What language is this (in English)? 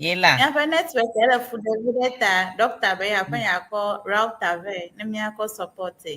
Ewe